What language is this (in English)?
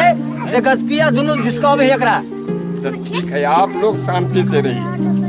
Maithili